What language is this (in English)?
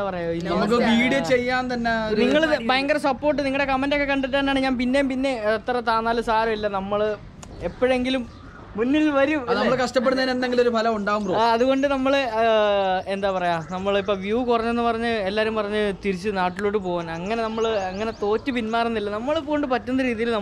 Malayalam